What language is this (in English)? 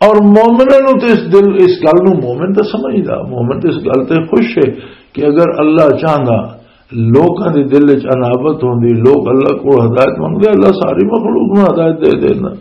Western Panjabi